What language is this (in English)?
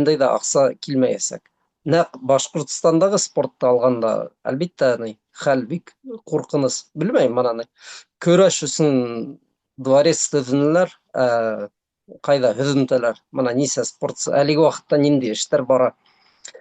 Bashkir